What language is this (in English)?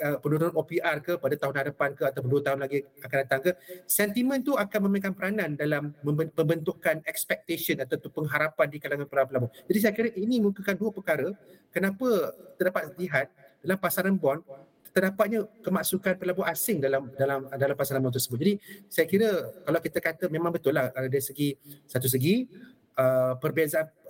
Malay